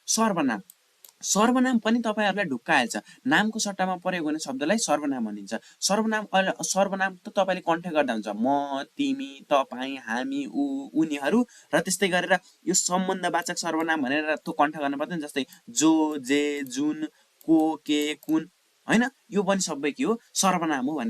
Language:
Nepali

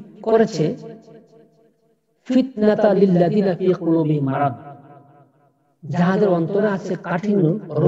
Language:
Bangla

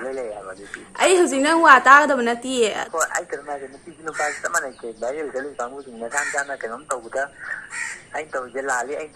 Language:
Manipuri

